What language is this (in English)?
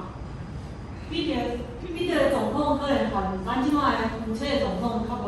Min Nan Chinese